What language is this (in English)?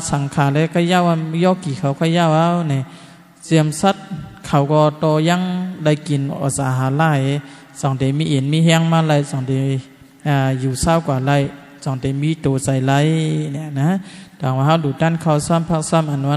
Shan